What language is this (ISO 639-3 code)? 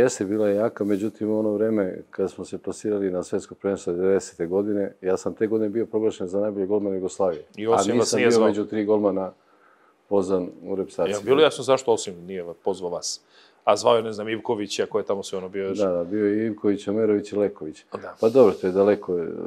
srp